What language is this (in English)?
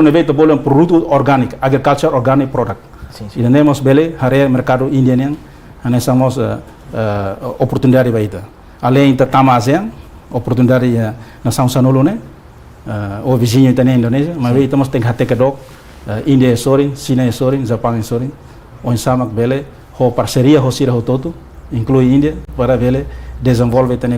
Tetum